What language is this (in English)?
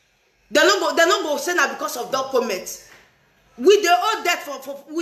Nigerian Pidgin